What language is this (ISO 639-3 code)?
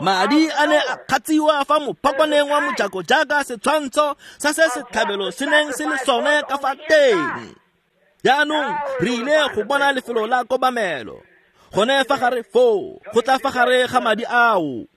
tsn